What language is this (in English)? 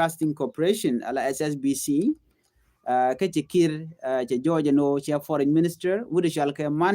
Nuer